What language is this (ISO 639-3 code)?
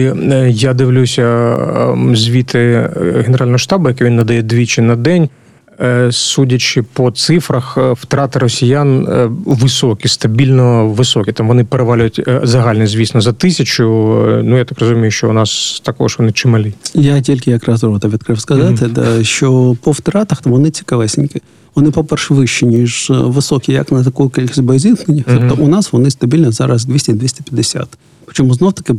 ukr